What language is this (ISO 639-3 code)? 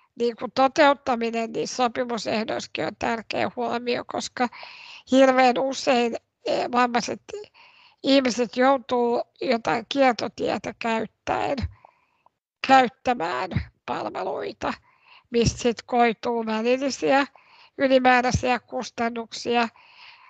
fin